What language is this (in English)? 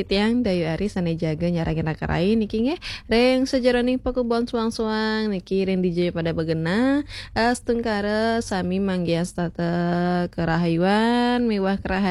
Balinese